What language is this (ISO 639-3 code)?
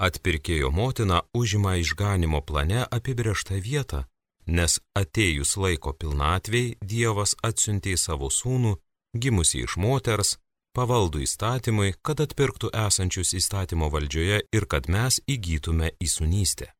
lit